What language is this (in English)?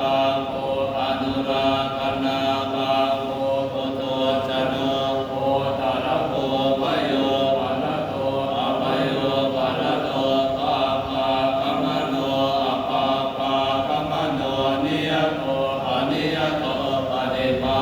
Pali